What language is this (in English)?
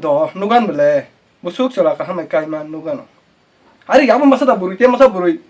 Kok Borok